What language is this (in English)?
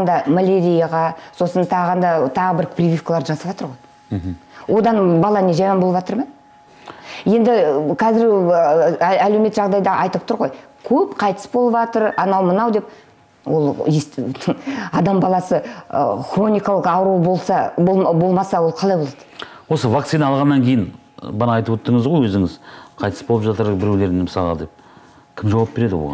Kazakh